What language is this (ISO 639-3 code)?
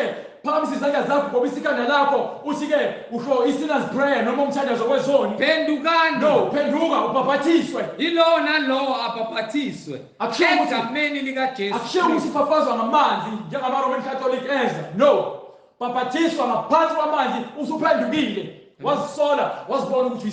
zul